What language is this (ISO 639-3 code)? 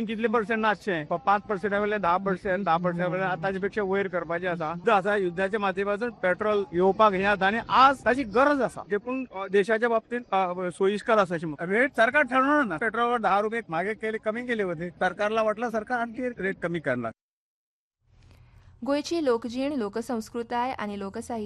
kok